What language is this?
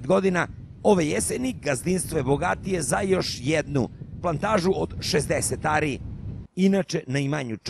Serbian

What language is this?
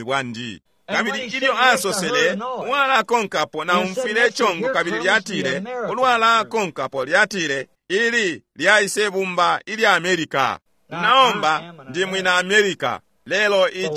Bemba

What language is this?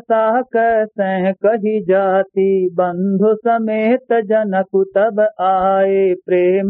Awadhi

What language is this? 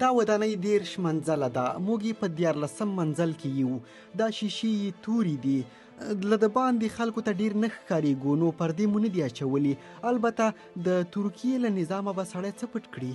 Pashto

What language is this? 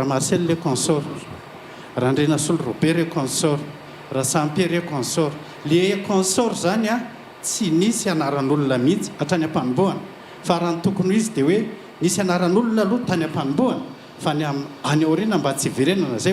Malagasy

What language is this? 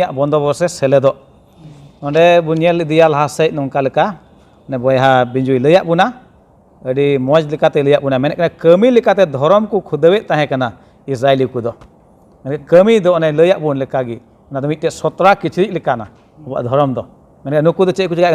Santali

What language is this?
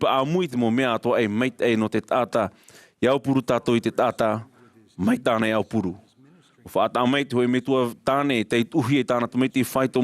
Tahitian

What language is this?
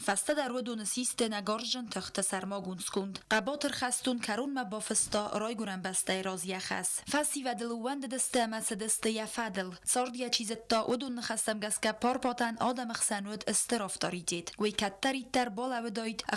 Ossetic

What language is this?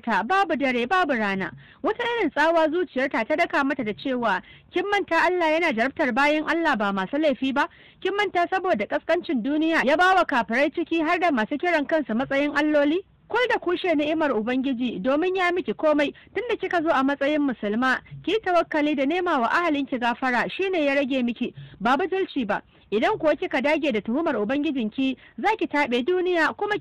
Hausa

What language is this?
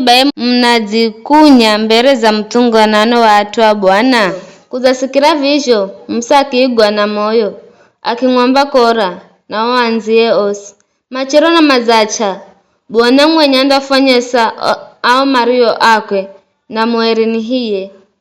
Giryama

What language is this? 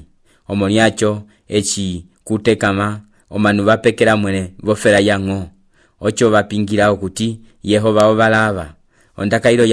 Umbundu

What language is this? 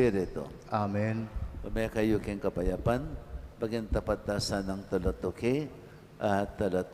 Pampanga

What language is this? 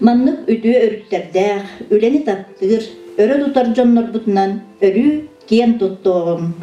Yakut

